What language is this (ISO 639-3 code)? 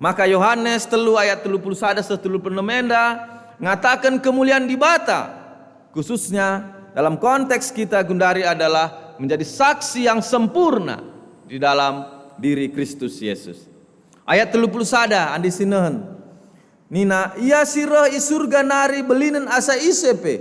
btx